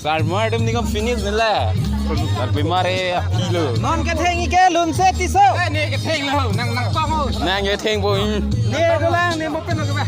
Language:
Karbi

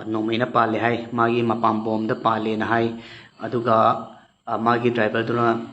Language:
Manipuri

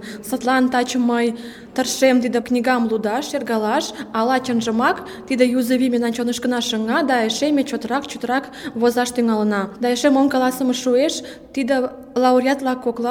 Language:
Mari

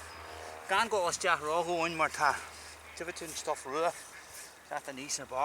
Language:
Irish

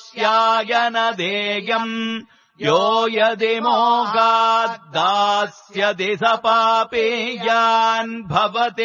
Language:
Sanskrit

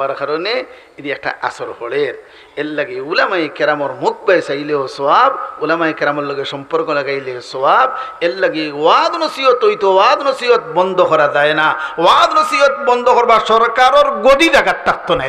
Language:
Sylheti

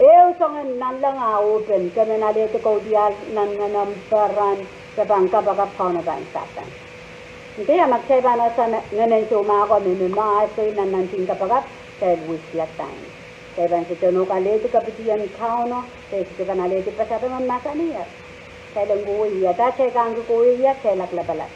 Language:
Pohnpeian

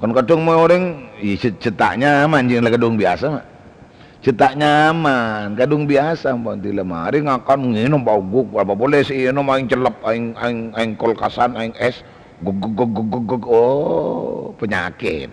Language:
Madurese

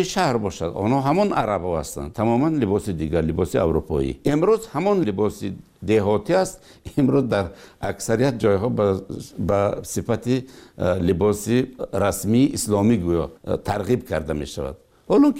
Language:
Persian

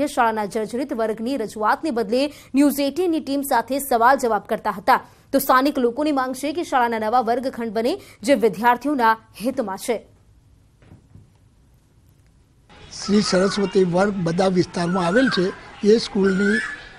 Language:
Gujarati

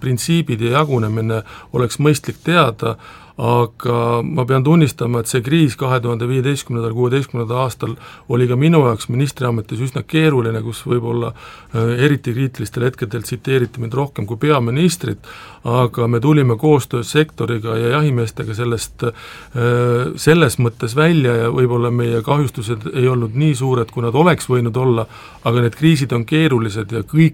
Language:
Estonian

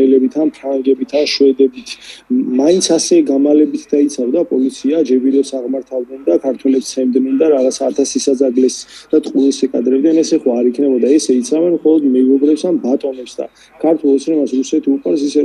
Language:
Georgian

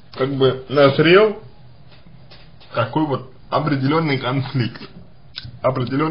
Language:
Russian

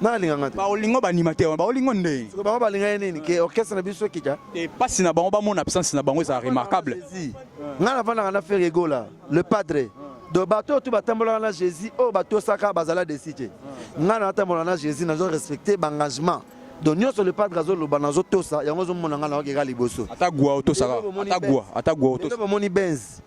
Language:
Lingala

